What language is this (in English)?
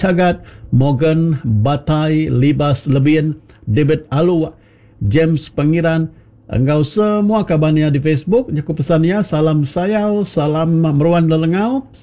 Iban